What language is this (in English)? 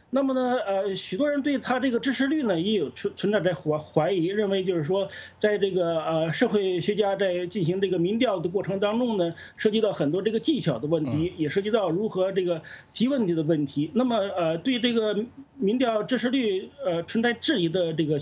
Chinese